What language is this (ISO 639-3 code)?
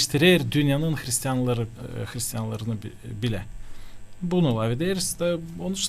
gag